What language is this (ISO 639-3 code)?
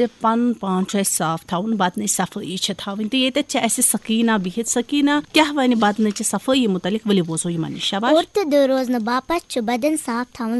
kas